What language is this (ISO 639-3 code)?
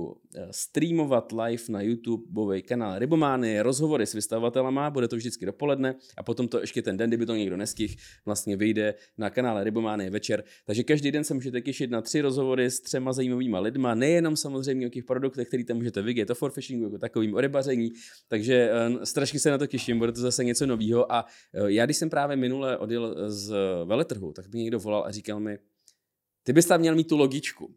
ces